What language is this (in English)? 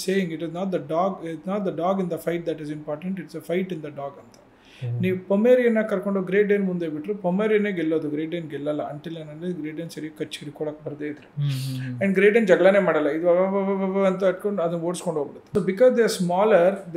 Kannada